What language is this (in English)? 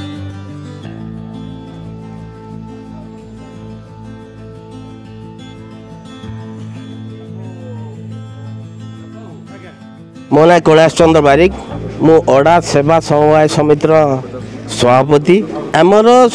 Odia